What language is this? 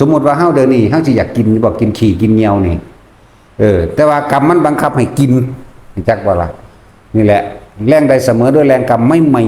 Northeastern Thai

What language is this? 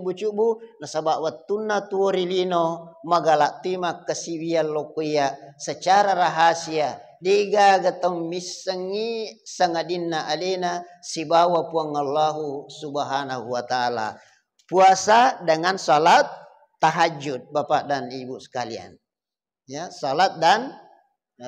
Buginese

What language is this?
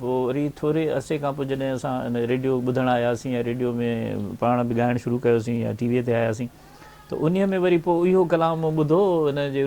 Sindhi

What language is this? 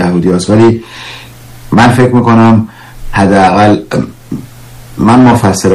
Persian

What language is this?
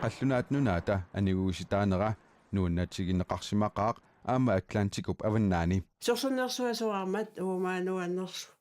Kalaallisut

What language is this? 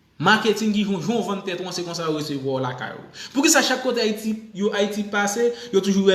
Haitian Creole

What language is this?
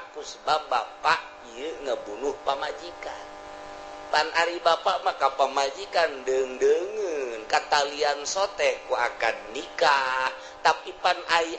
Sundanese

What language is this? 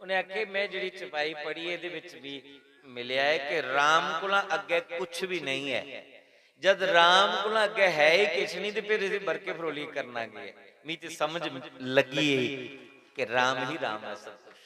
Dogri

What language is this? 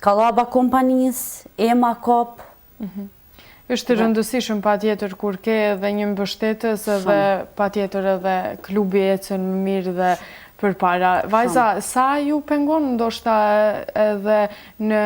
Albanian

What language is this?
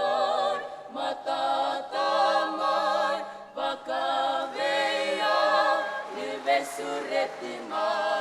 Fijian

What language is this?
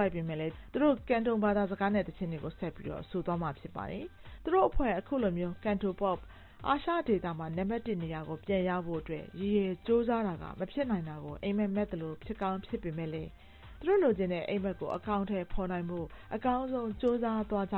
Burmese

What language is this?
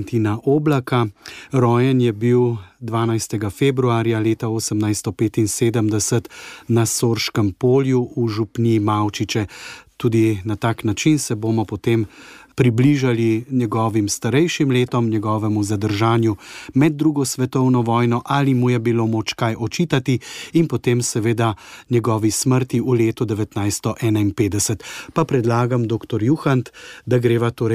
Slovenian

